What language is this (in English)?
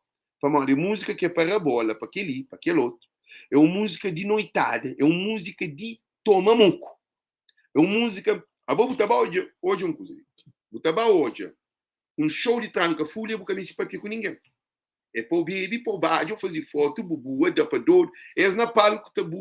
Kabuverdianu